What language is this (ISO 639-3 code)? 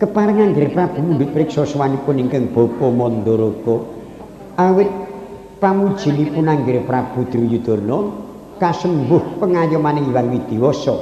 jav